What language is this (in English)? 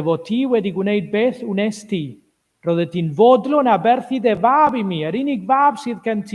Welsh